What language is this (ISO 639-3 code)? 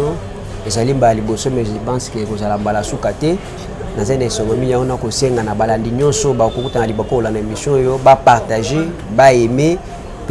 lin